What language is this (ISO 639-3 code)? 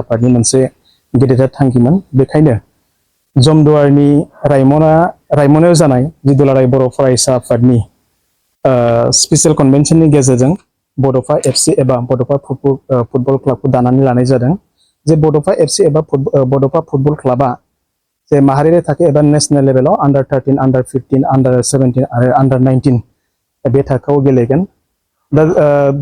brx